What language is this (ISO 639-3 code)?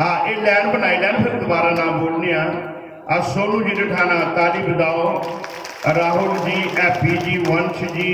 doi